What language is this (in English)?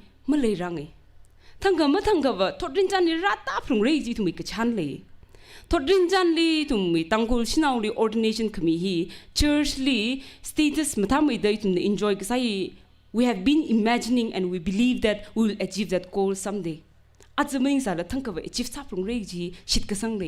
Tangkhul Naga (India)